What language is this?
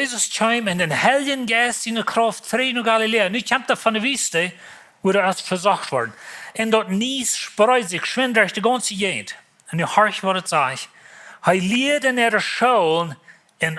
Plautdietsch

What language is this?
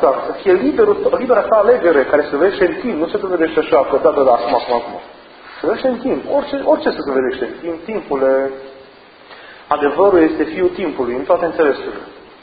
Romanian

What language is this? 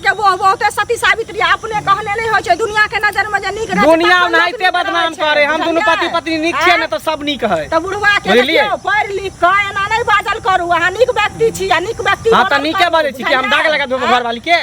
Maithili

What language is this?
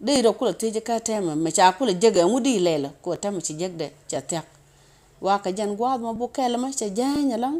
Nuer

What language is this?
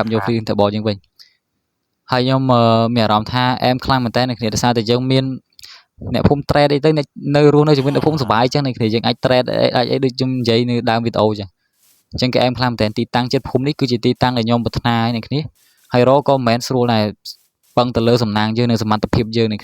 Khmer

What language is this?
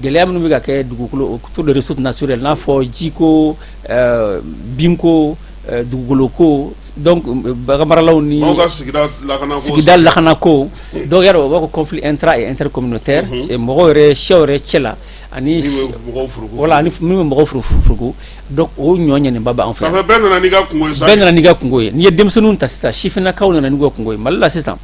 Bambara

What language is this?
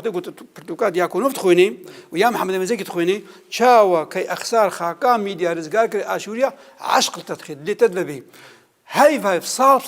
Kurdish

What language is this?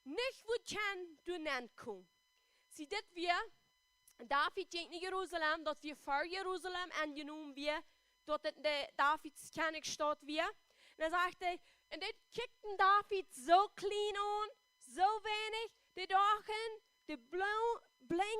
Plautdietsch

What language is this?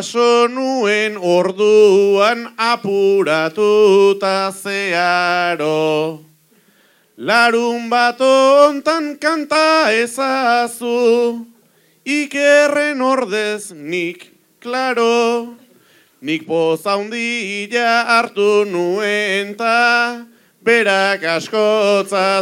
Basque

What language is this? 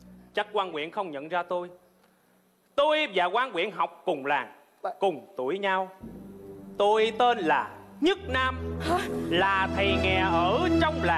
Vietnamese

